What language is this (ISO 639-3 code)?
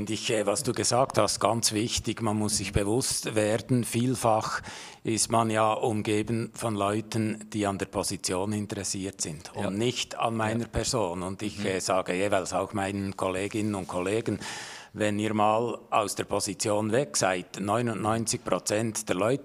gsw